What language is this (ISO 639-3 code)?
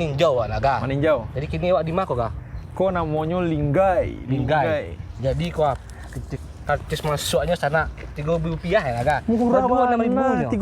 min